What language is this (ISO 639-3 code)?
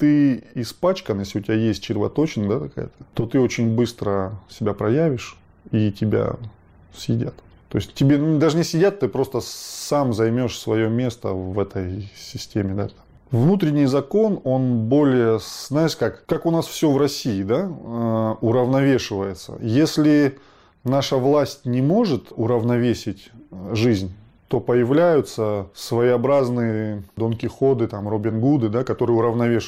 rus